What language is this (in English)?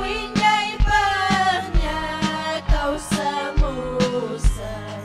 Ayacucho Quechua